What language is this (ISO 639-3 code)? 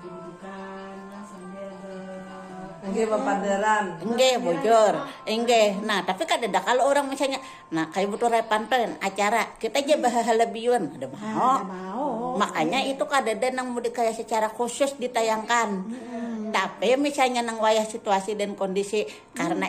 bjn